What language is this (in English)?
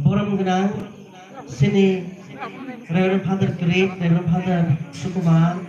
Kok Borok